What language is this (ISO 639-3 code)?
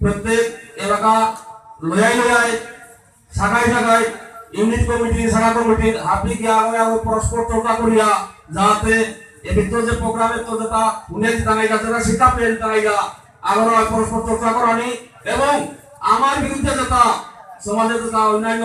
bpy